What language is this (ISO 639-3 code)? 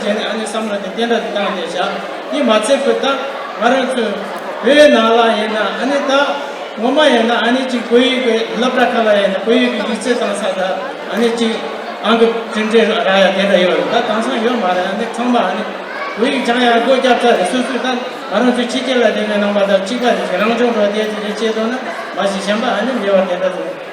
bod